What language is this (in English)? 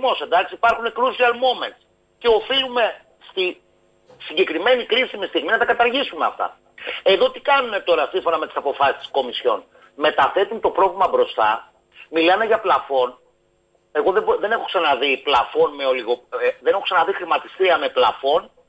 Greek